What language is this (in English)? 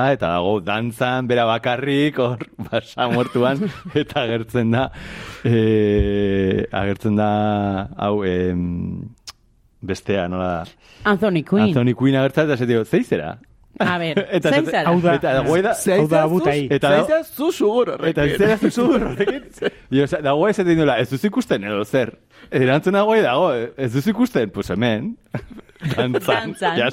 Basque